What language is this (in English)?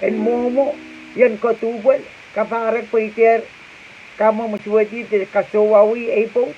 Pohnpeian